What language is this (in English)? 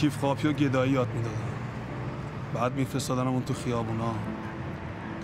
Persian